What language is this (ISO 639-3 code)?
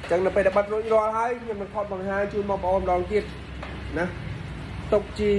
khm